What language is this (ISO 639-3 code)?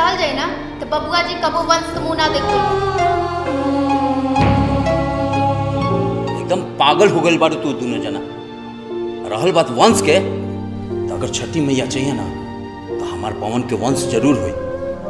bho